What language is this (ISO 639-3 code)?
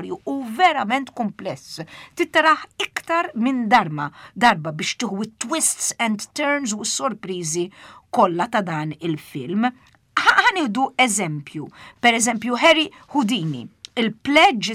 mlt